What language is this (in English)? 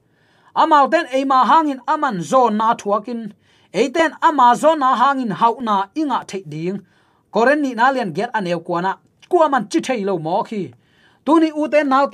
Tedim Chin